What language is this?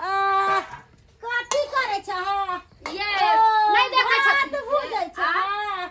Maithili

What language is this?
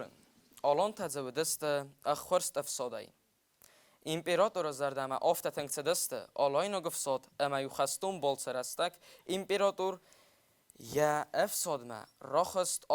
Ossetic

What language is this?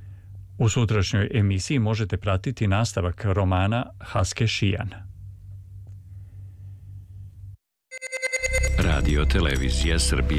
Serbian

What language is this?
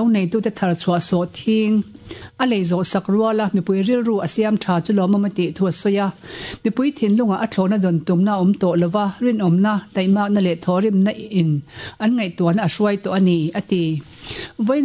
Mizo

